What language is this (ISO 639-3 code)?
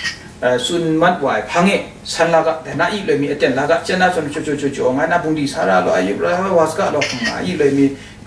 kac